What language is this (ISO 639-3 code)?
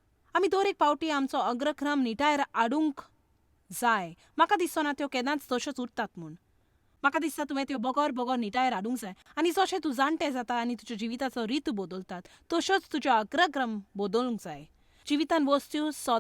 kok